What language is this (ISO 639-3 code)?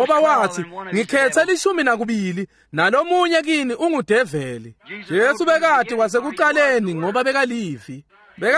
ssw